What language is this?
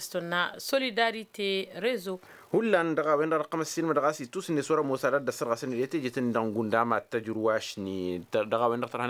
Tamasheq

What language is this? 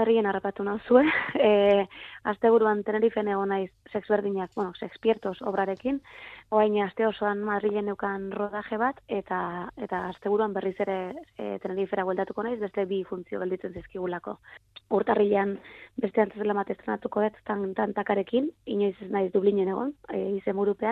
Basque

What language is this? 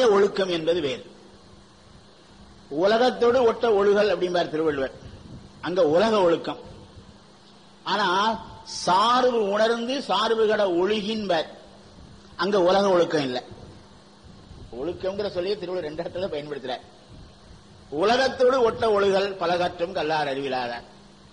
Tamil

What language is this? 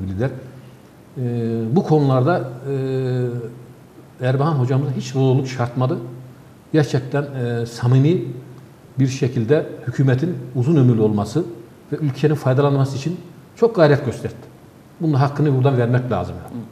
Turkish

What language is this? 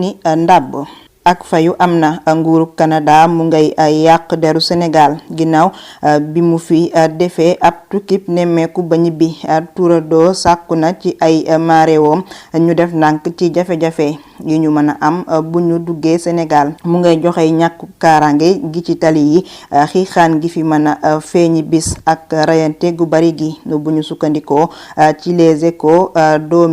Wolof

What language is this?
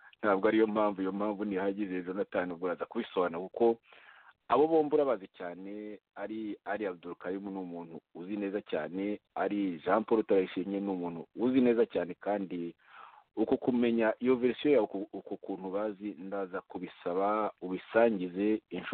Kinyarwanda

